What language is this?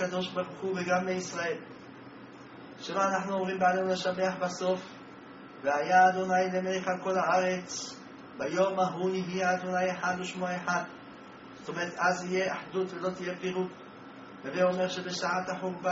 Hebrew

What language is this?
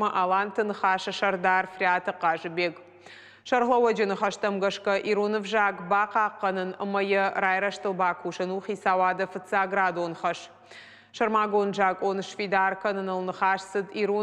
Ossetic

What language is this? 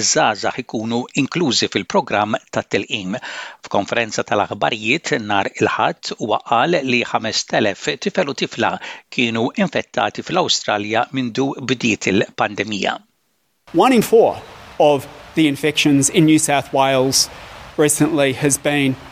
Maltese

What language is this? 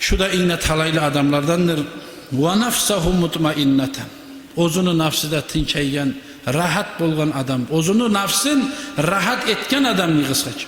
Kumyk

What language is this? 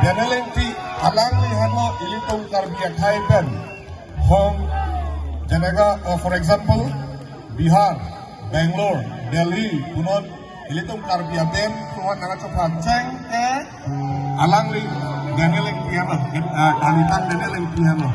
Karbi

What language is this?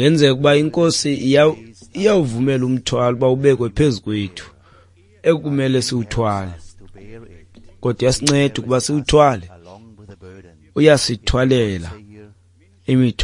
Xhosa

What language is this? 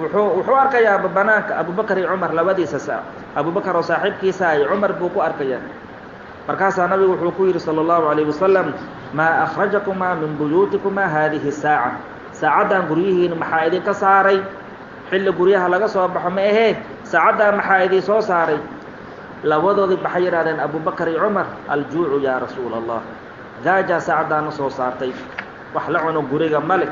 Somali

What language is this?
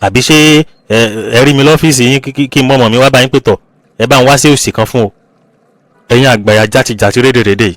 Yoruba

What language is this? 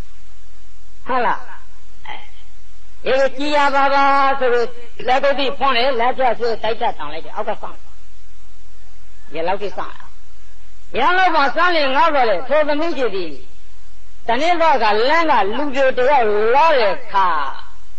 Burmese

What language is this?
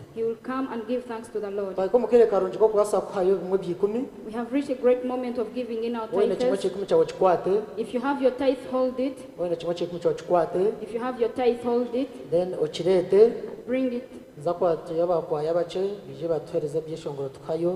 Nyankole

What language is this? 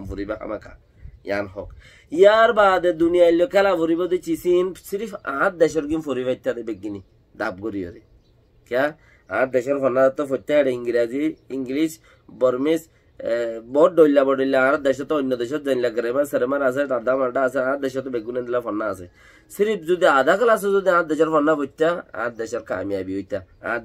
Rohingya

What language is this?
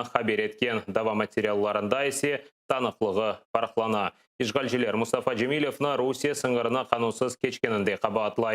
Crimean Tatar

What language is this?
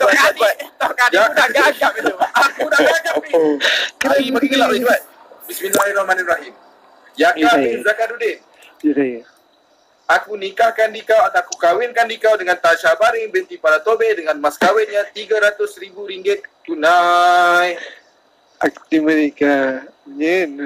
Malay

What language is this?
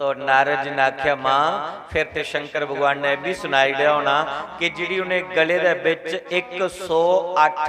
Dogri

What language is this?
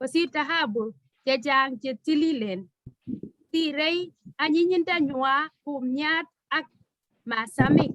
Kalenjin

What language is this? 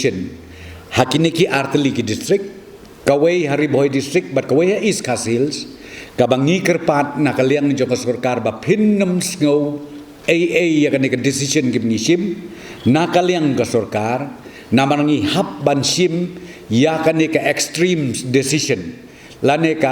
Khasi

